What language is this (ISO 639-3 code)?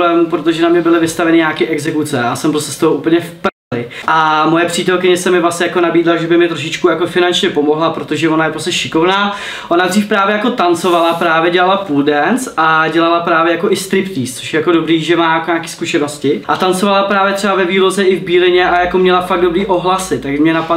ces